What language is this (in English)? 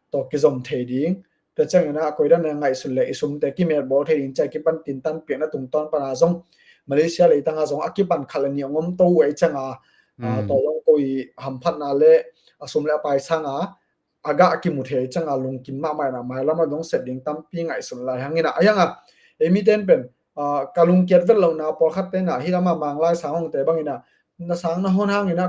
Tedim Chin